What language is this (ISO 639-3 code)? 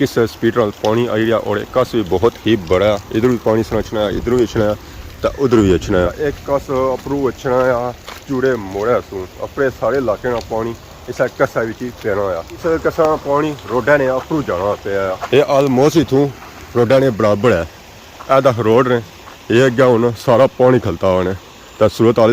phr